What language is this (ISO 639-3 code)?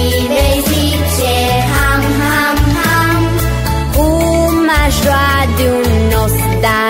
ron